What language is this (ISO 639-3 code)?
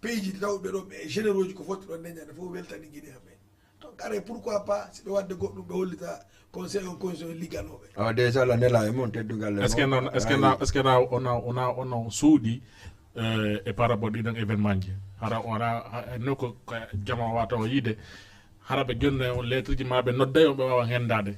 ful